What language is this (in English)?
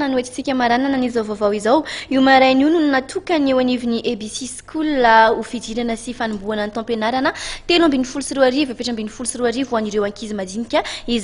Malagasy